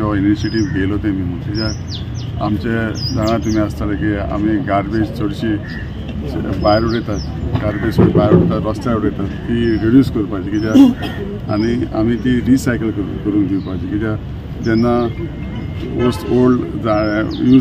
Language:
Konkani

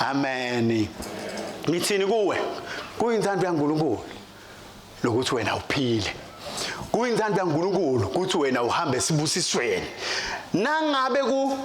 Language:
Swati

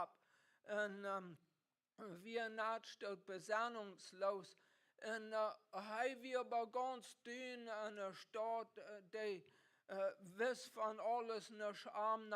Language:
Plautdietsch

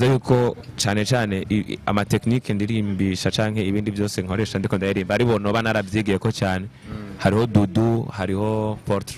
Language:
Rundi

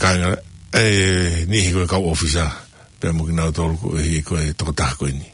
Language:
Tongan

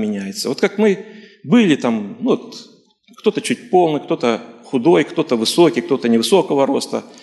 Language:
Russian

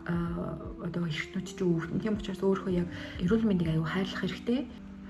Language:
Mongolian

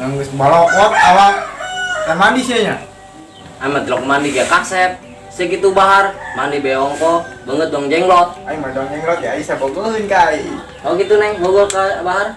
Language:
Sundanese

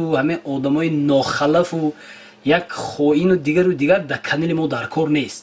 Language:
Tajik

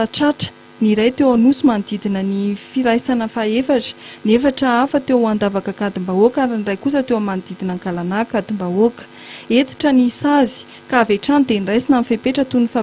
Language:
Malagasy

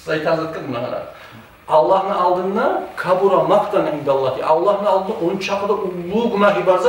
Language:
Kumyk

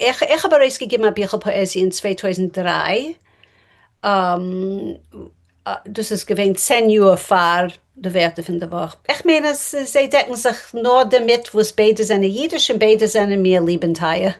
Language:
Yiddish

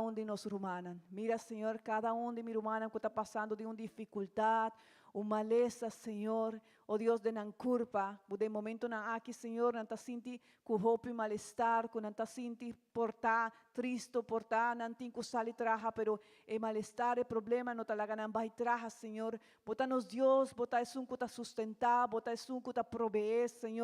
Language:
Papiamento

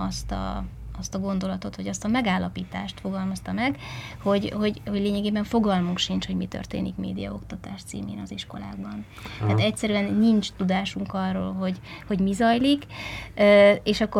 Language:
Hungarian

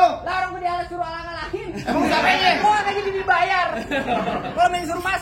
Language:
Betawi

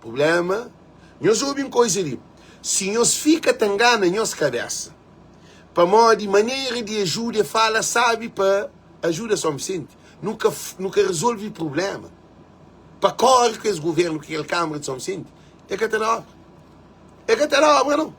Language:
Kabuverdianu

